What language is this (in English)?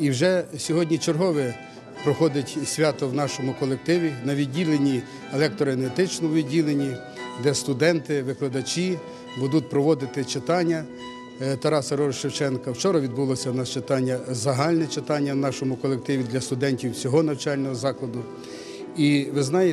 Ukrainian